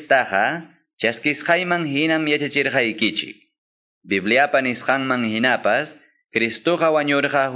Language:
Quechua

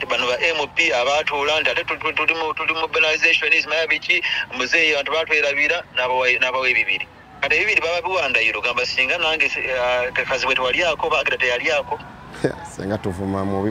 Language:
Ganda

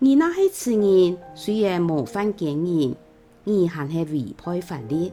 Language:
Hakka Chinese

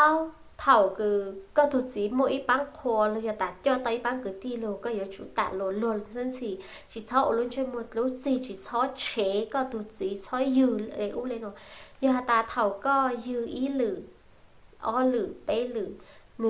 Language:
Hmong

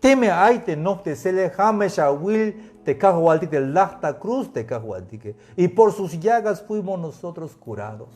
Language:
Tzeltal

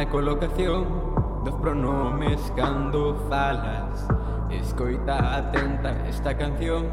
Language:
Galician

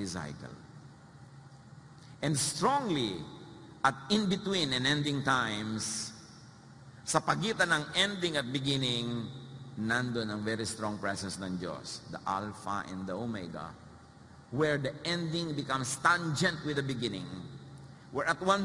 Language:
Filipino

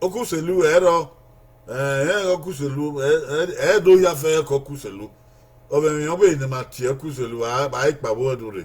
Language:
Bini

